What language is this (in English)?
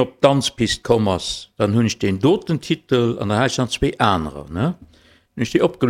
Luxembourgish